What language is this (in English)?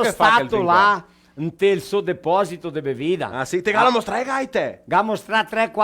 Venetian